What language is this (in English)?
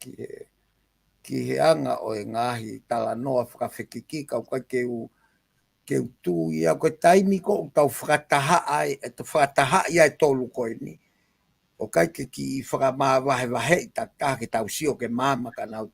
Tongan